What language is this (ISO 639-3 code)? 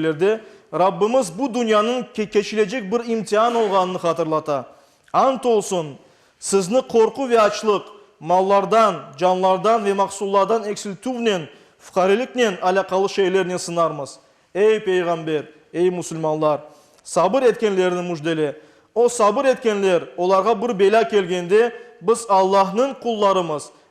crh